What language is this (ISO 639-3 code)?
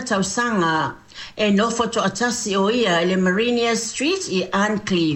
smo